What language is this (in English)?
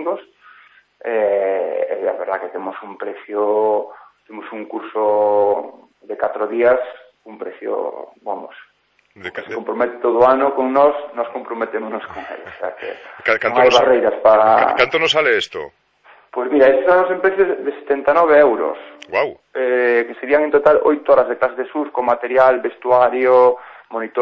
Galician